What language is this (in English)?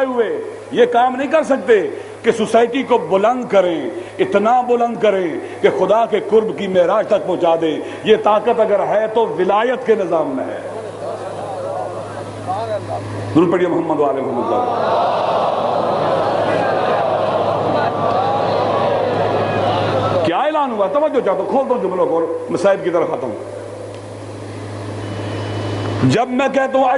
Urdu